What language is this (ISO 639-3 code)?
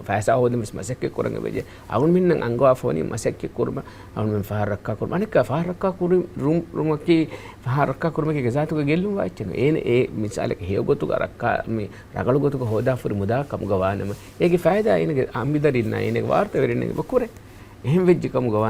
div